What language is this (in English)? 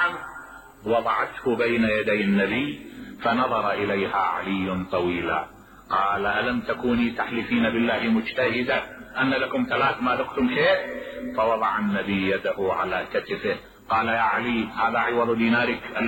Mesopotamian Arabic